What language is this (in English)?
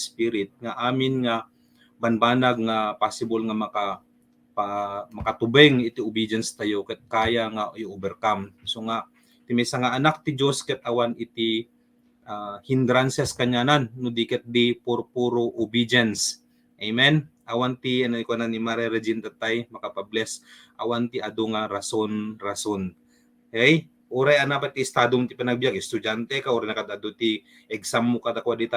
Iloko